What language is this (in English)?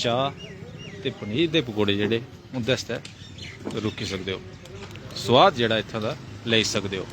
Dogri